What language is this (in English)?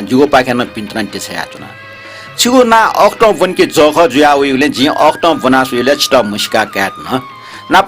Newari